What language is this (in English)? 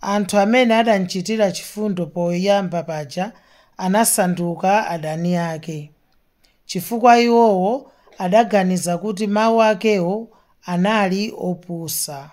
Nyanja